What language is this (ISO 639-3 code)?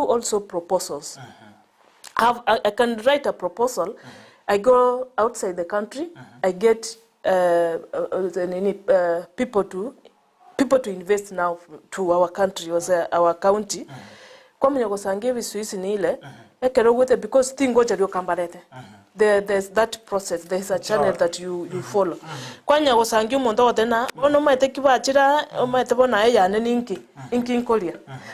guz